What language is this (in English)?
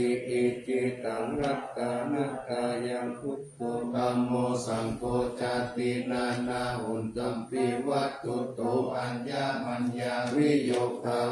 Pali